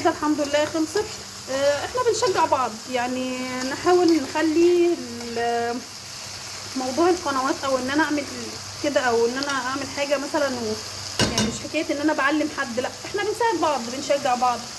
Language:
Egyptian Arabic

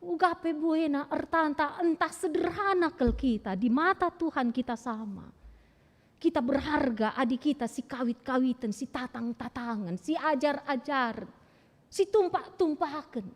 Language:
Batak Karo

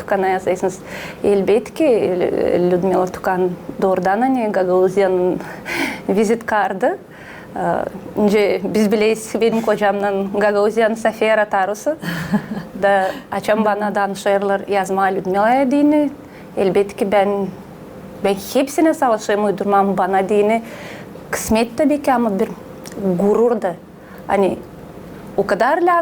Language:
Gagauz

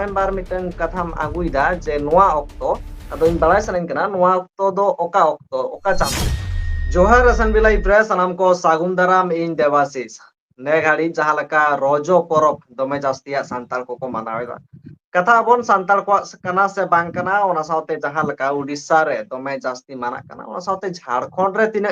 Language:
Santali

